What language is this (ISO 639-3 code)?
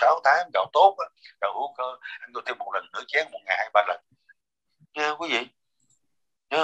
vie